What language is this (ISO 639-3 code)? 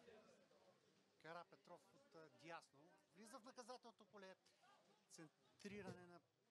bul